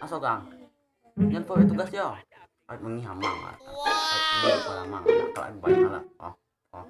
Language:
Minangkabau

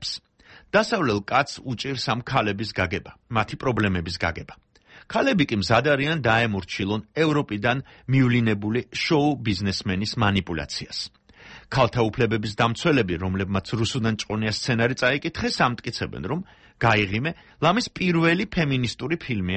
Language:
Georgian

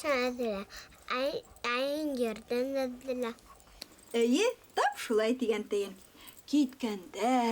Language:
Bashkir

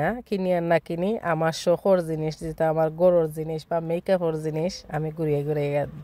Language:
Sylheti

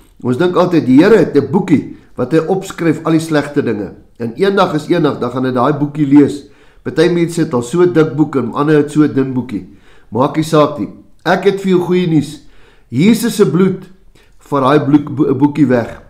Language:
Afrikaans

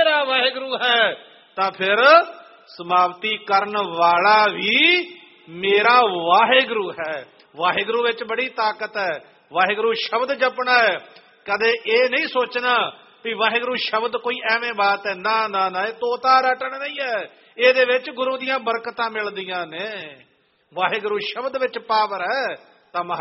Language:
Punjabi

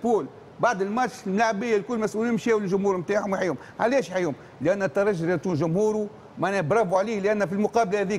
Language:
Tunisian Arabic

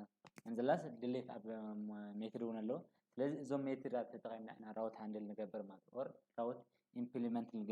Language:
Tigrinya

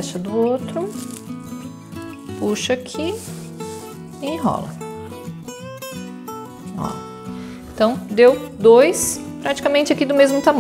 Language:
Portuguese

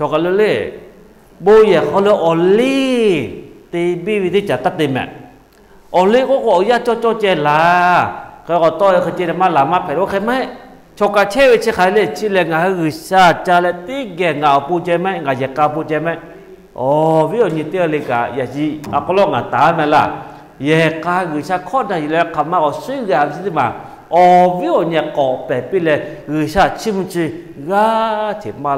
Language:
Lahu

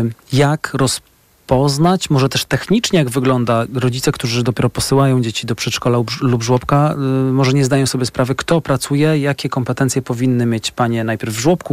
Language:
Polish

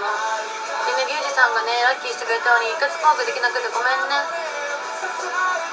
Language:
Japanese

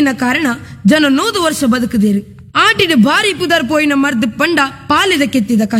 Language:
Tulu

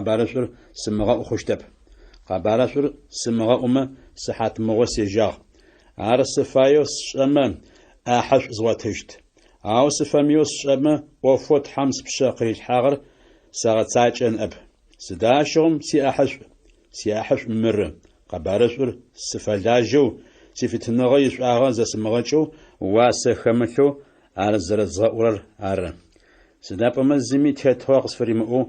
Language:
Adyghe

